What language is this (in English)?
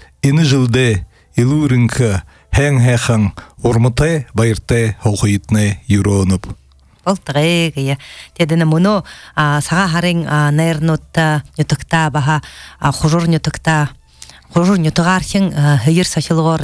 Buriat